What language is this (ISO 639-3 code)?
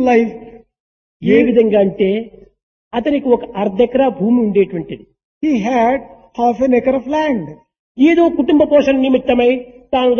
tel